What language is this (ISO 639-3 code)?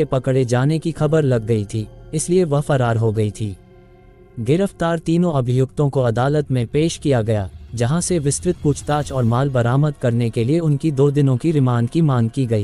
hin